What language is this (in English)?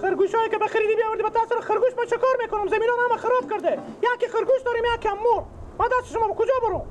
Persian